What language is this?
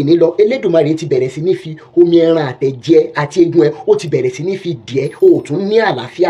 Yoruba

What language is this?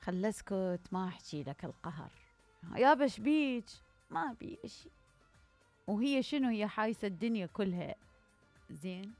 Mesopotamian Arabic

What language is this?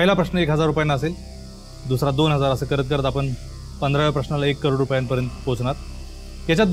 Marathi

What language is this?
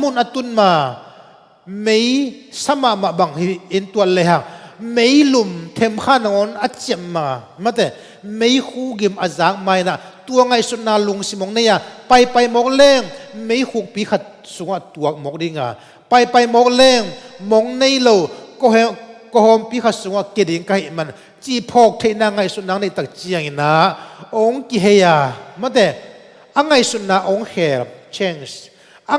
Tedim Chin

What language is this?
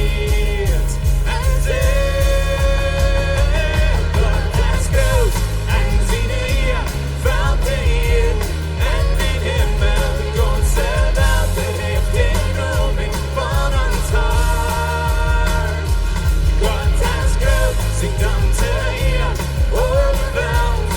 Plautdietsch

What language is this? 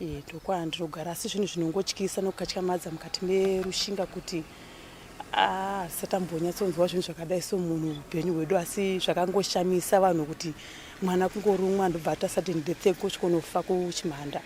Shona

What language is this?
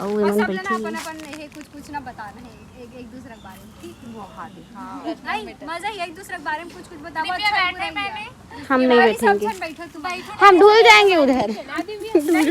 Chhattisgarhi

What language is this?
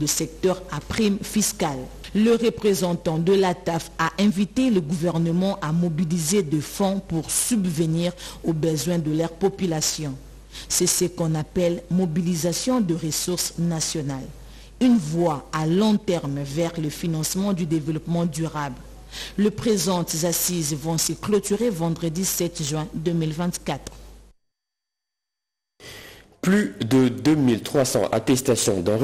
French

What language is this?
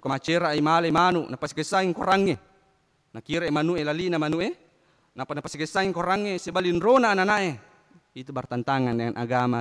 Buginese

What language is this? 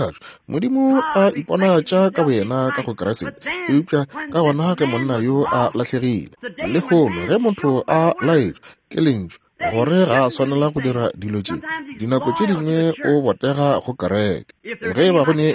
Northern Sotho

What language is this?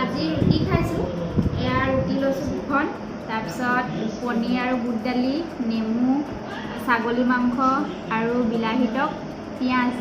Assamese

